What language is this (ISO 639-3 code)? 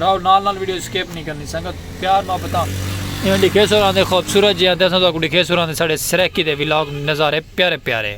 skr